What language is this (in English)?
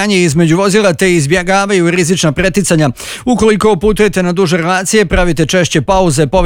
Bosnian